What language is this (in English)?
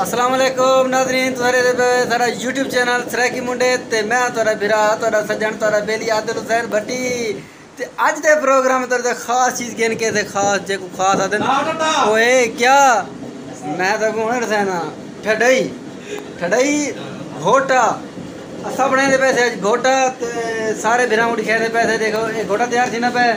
Saraiki